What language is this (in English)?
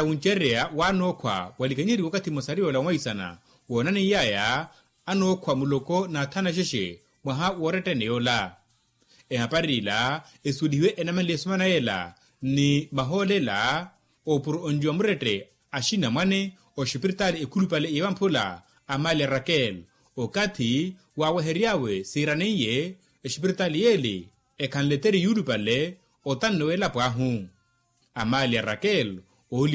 Makhuwa